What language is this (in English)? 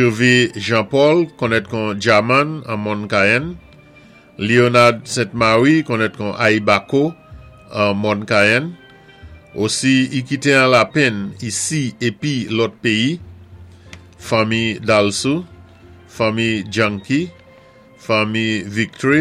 Saint Lucian Creole French